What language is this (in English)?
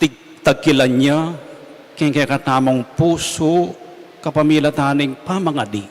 Pampanga